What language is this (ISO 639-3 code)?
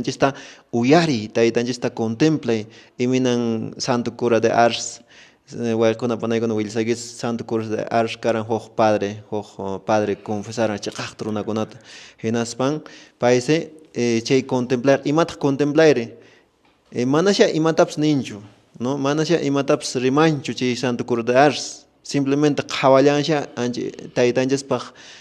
que